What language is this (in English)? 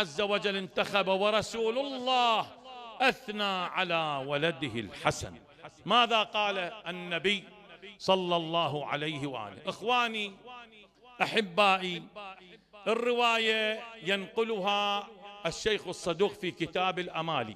Mesopotamian Arabic